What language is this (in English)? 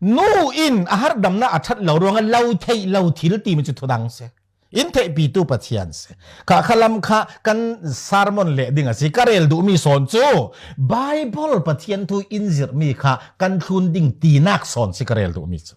Falam Chin